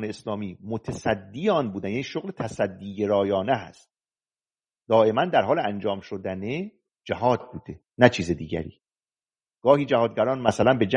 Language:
Persian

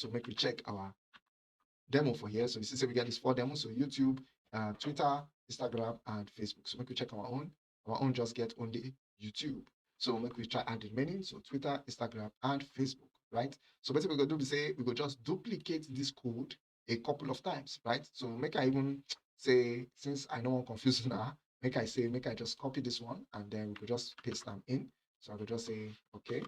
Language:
Nigerian Pidgin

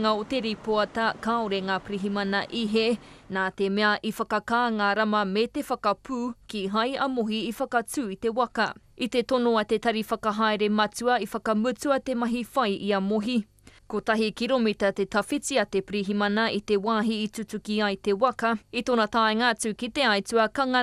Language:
Māori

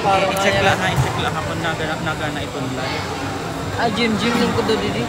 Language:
Waray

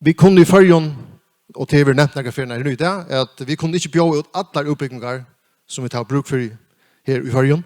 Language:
Faroese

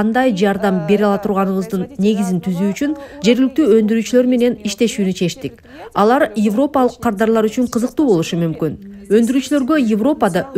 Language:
Kyrgyz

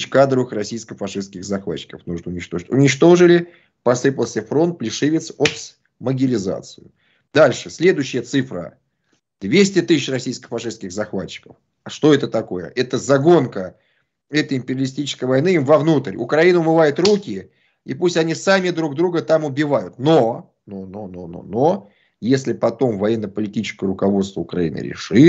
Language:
Russian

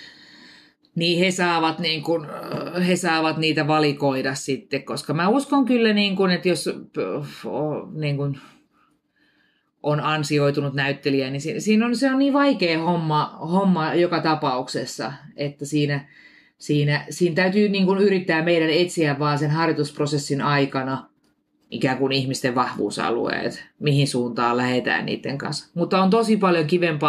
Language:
Finnish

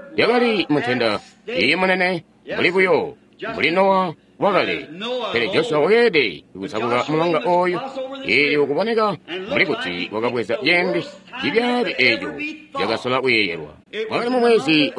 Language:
Tonga (Zambia)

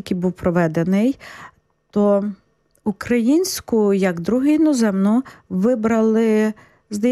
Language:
Ukrainian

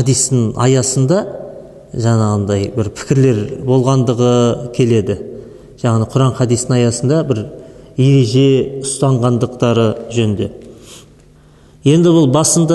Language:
Kazakh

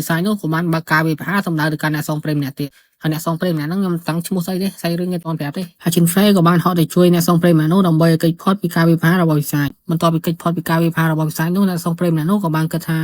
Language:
Khmer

